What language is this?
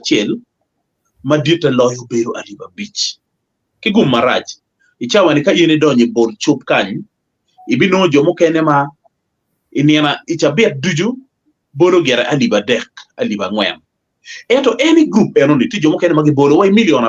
Acoli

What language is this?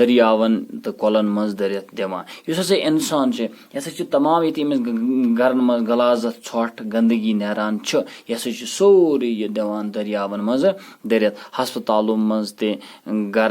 Kashmiri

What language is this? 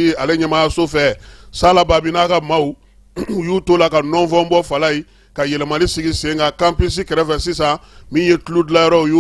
Bambara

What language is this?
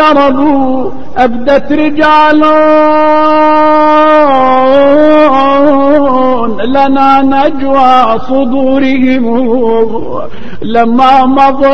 Arabic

